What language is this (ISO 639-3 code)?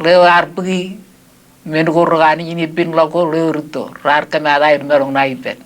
mah